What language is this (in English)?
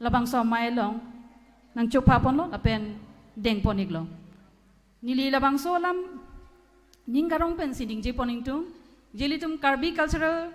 Karbi